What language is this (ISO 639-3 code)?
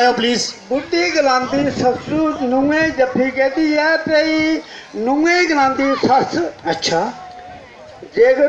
doi